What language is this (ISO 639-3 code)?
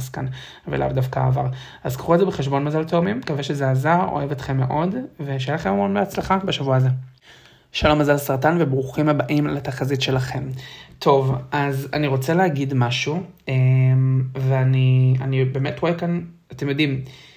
heb